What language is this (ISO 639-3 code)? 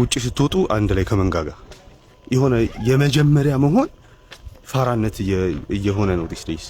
amh